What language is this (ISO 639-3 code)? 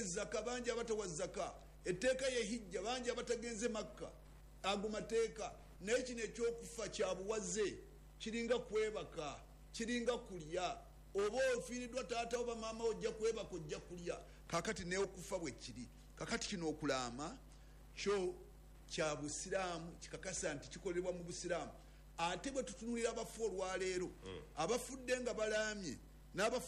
lug